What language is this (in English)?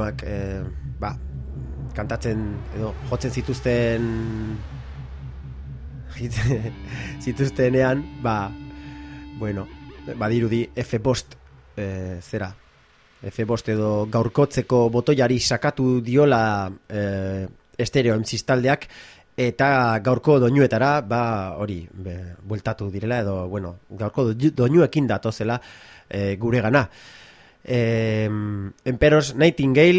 Basque